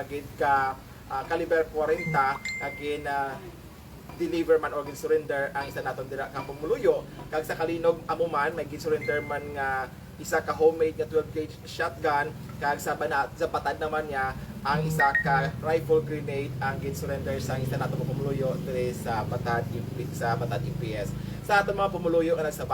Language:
Hiligaynon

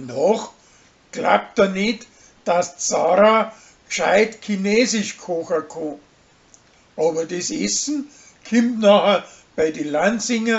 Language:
Bavarian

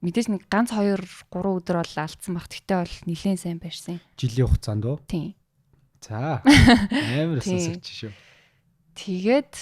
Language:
Mongolian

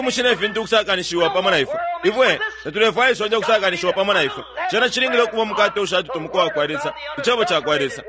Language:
Bemba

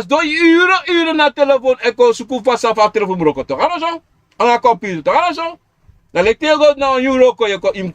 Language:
Sranan Tongo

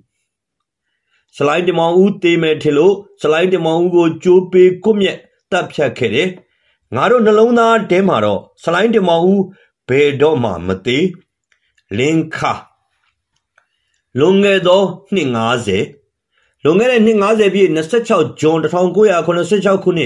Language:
Burmese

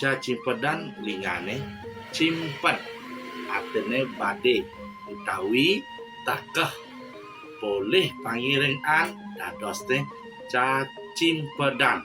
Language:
Balinese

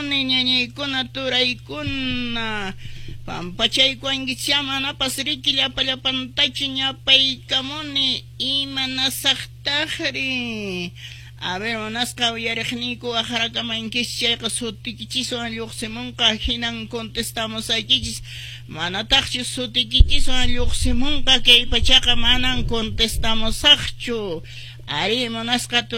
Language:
Quechua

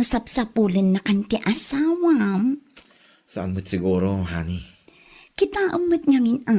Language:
Iloko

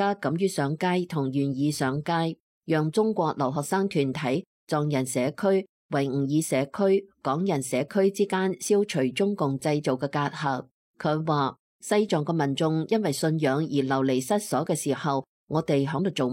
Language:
Cantonese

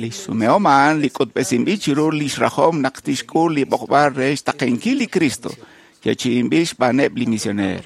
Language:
Kekchí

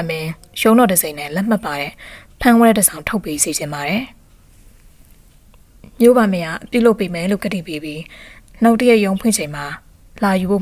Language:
Burmese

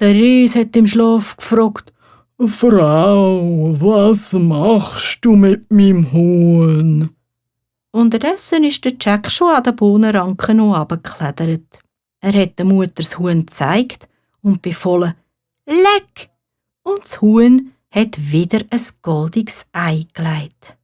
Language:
Swiss German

